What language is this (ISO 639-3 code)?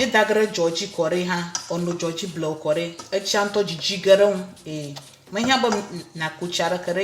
ewe